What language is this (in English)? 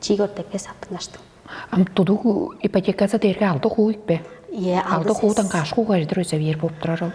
Tuvinian